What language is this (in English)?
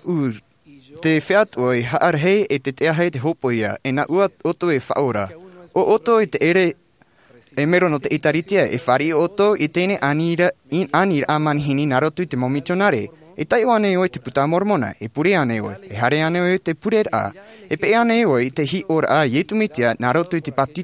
Tahitian